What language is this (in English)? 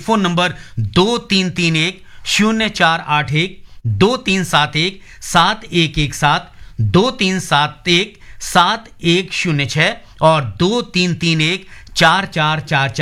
Hindi